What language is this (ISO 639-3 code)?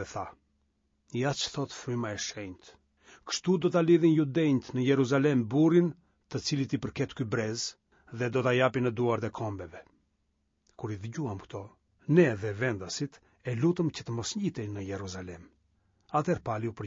sqi